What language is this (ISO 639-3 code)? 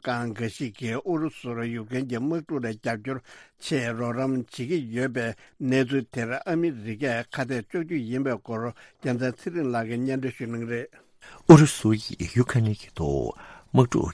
bod